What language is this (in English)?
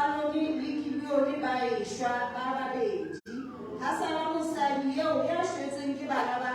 Southern Sotho